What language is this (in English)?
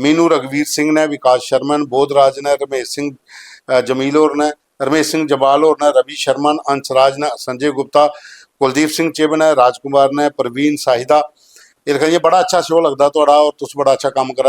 Dogri